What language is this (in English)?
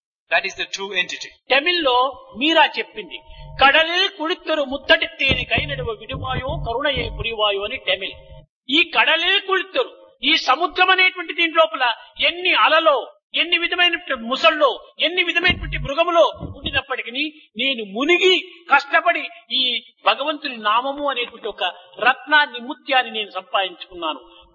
Telugu